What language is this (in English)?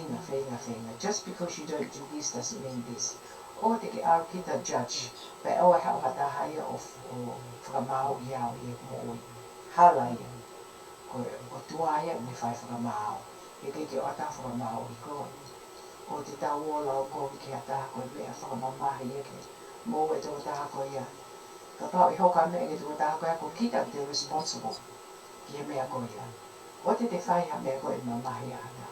Tongan